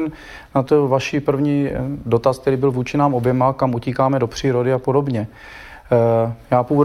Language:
Czech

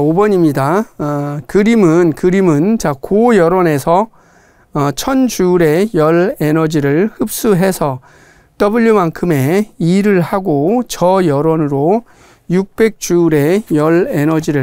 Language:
Korean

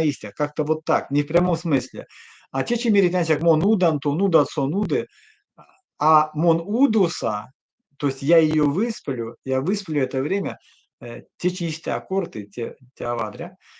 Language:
Erzya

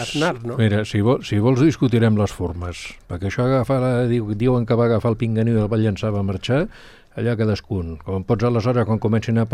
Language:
Catalan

